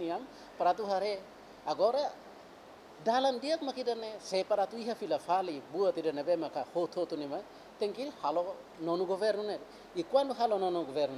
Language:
Tetum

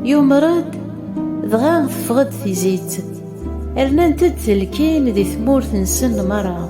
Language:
Kabyle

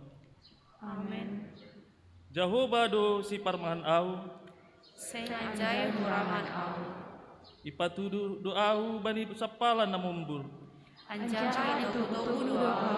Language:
Batak Simalungun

